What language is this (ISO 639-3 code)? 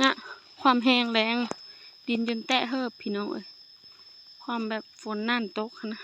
lao